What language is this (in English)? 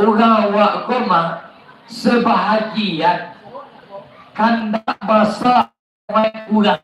Minangkabau